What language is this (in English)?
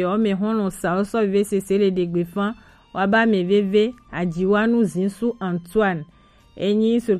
Gen